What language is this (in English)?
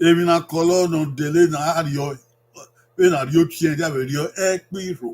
Bini